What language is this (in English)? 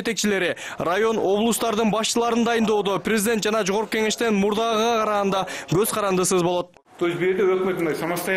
Kyrgyz